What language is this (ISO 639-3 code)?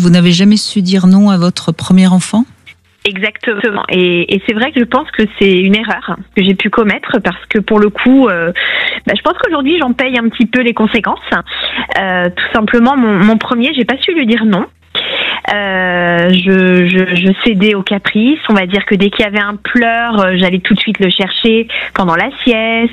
fra